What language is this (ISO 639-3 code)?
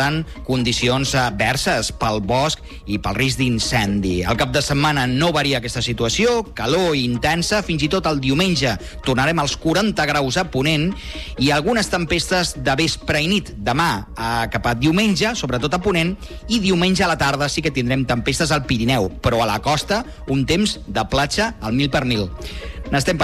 cat